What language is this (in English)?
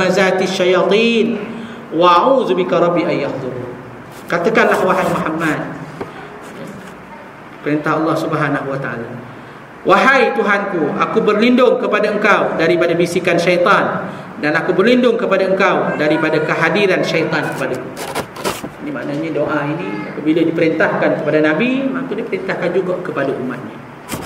Malay